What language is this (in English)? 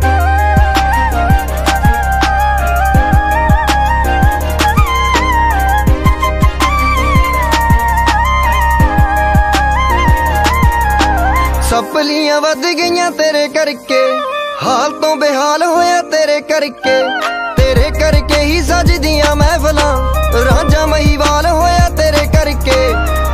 Punjabi